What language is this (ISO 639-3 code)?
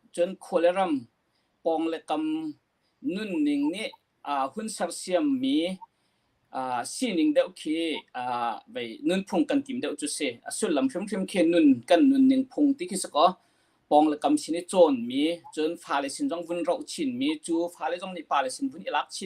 cnh